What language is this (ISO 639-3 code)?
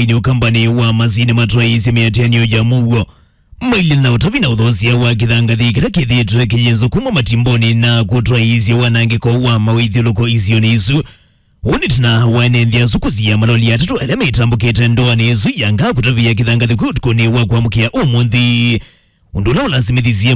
kam